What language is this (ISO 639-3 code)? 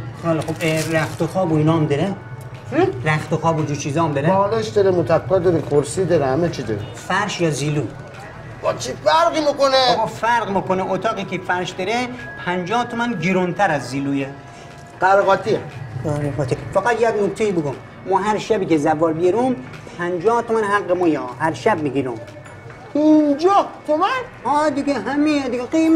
fas